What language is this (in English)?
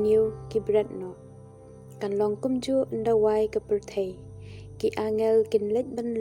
Khasi